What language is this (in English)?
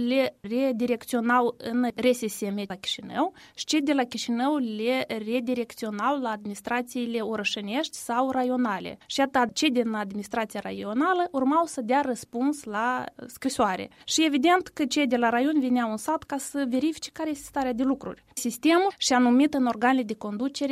Romanian